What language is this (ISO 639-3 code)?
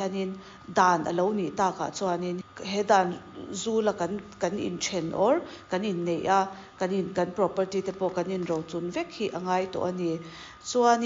lus